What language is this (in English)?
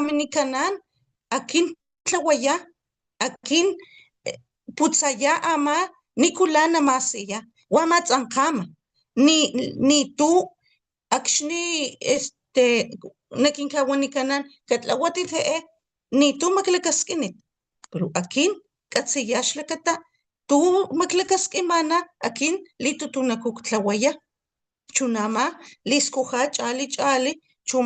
Papantla Totonac